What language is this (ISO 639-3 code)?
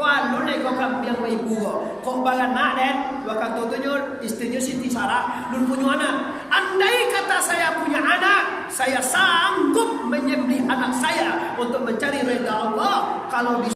min